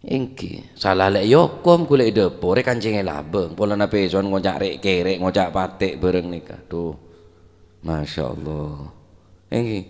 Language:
Madurese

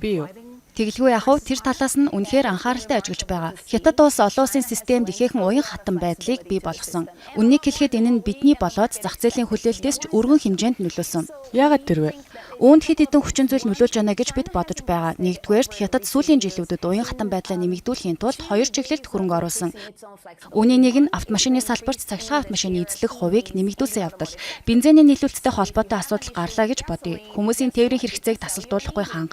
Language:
Mongolian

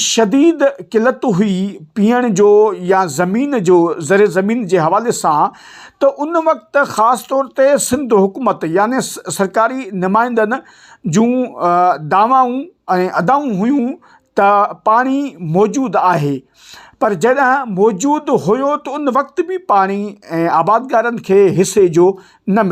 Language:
Sindhi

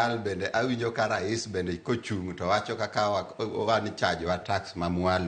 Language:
Luo (Kenya and Tanzania)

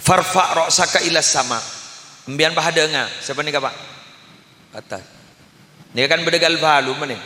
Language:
Madurese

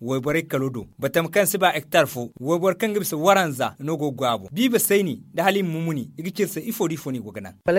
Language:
Zarma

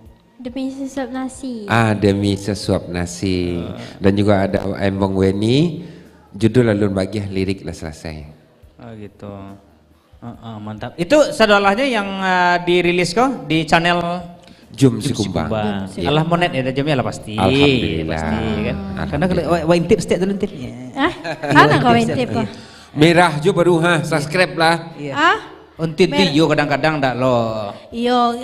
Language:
Minangkabau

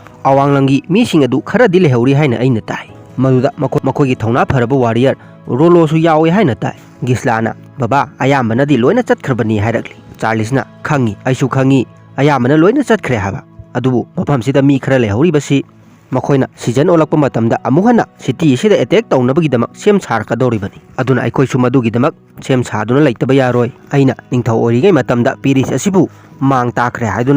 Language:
Manipuri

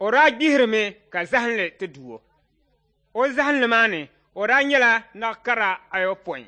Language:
Dagbani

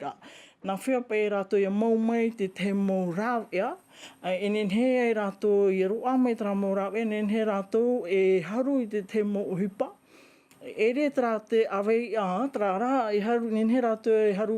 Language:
Tahitian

